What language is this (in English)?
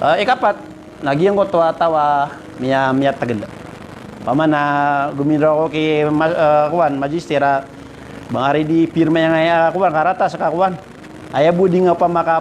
Maranao